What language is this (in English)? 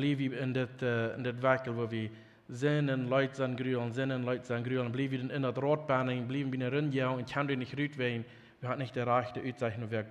Plautdietsch